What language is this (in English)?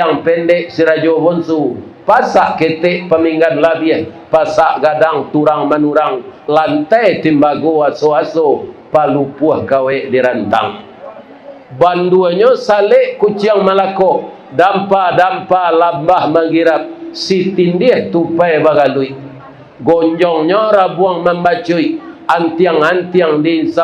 Minangkabau